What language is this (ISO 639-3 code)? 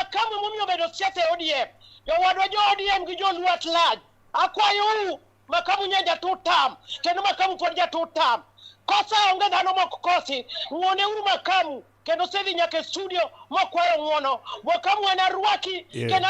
luo